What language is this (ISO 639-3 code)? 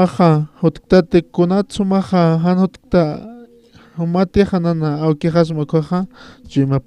aym